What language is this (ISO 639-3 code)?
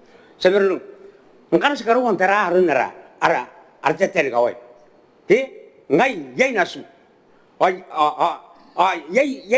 gil